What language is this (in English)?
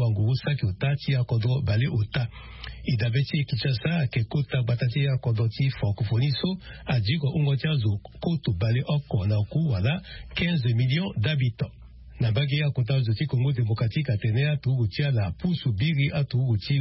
Sango